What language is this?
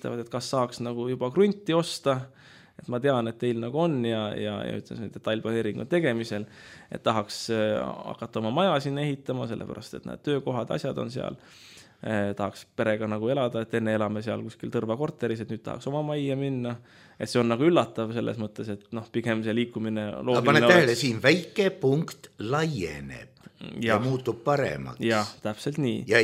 Estonian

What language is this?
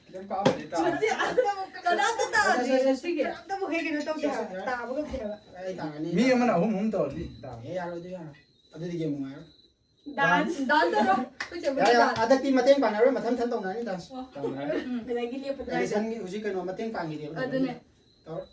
Manipuri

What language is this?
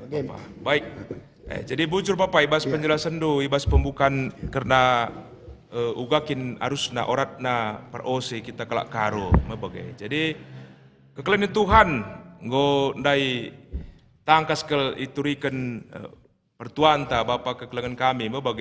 Batak Karo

